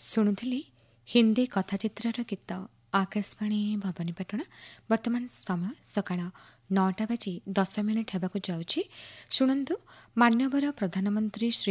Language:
Odia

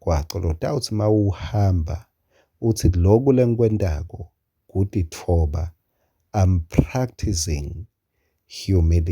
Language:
Swati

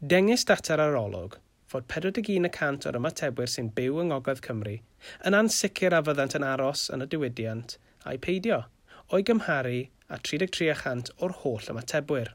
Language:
Welsh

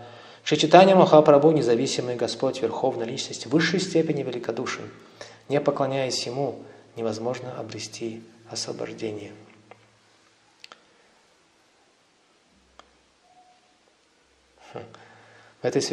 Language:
Russian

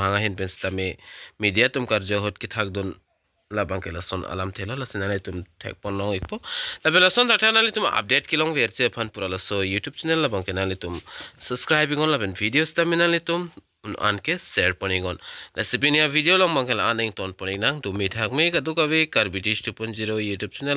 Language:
Karbi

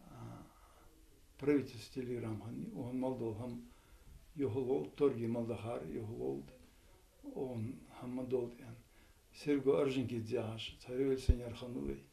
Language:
Ingush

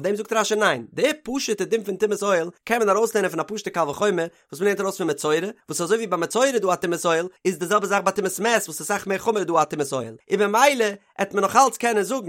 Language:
Yiddish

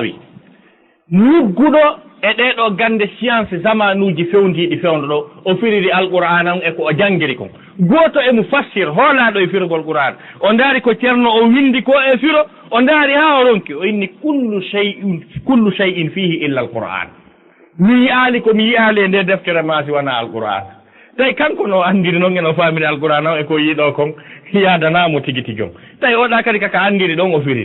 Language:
Fula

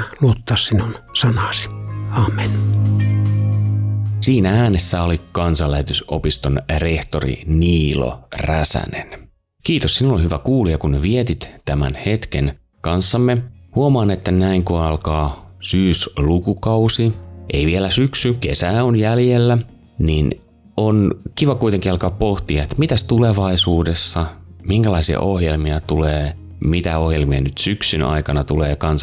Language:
Finnish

